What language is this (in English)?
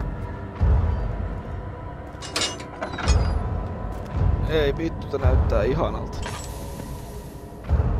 Finnish